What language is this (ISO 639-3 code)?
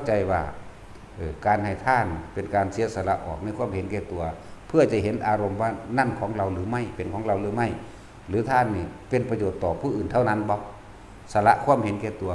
tts